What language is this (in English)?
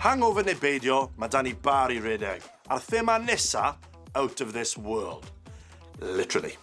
Welsh